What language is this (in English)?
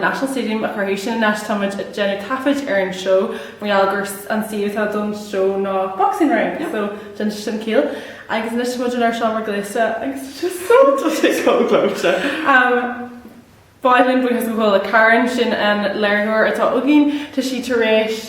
Irish